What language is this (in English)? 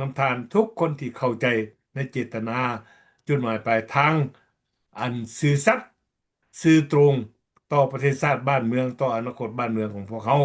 Lao